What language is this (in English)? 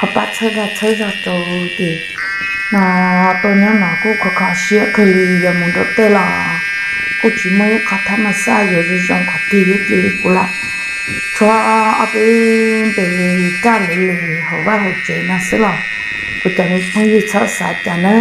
Hmong